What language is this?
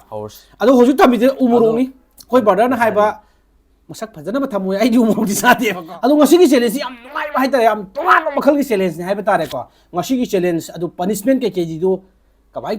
Manipuri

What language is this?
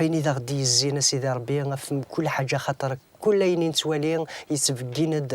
Kabyle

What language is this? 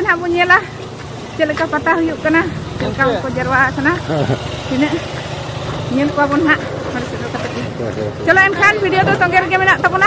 Santali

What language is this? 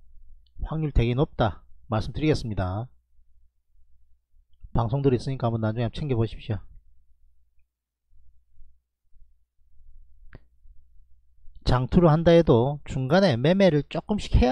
Korean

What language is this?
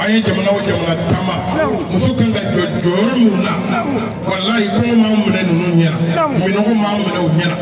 Bambara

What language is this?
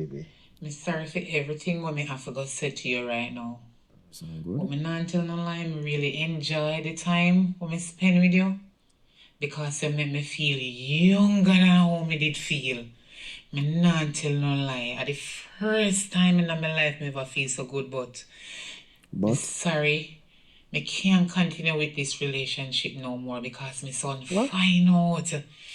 Jamaican Creole English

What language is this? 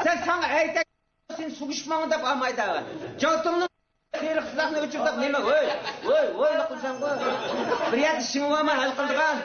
Uyghur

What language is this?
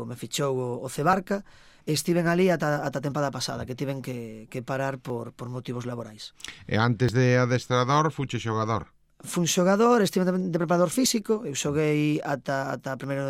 Galician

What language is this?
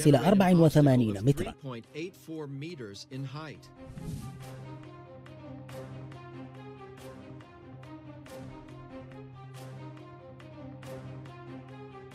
Arabic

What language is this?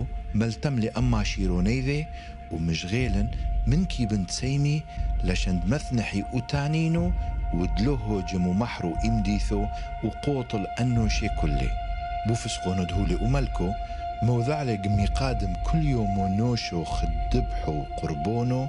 Turoyo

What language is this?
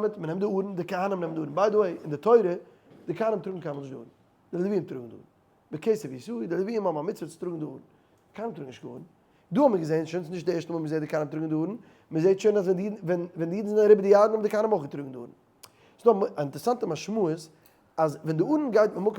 Yiddish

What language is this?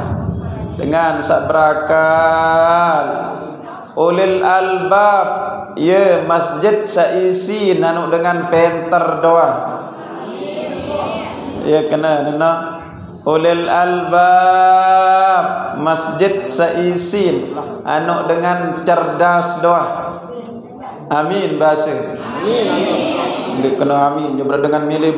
Sasak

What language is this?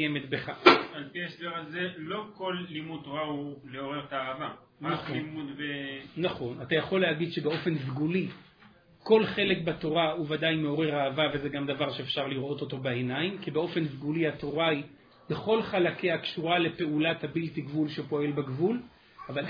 Hebrew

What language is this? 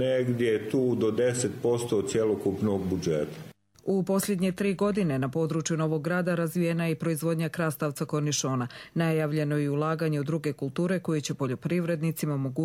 Bosnian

